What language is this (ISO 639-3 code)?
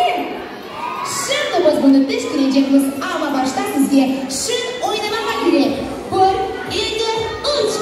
crh